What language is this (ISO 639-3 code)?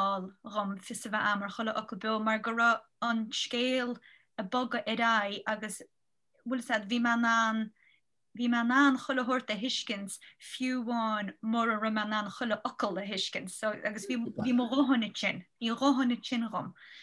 gle